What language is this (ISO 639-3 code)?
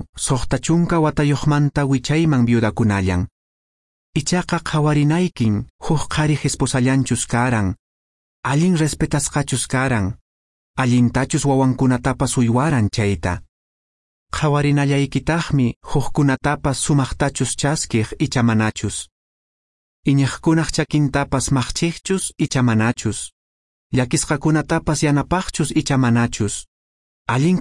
que